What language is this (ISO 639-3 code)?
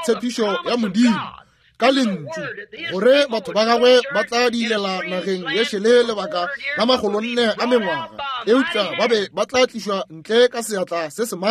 nso